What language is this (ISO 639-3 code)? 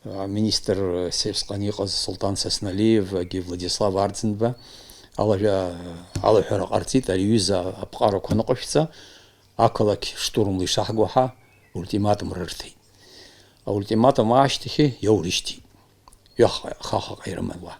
abk